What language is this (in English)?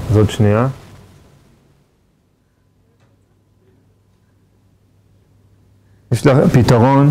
Hebrew